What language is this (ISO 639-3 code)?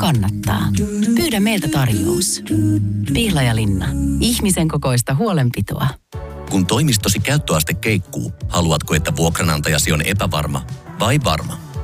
fin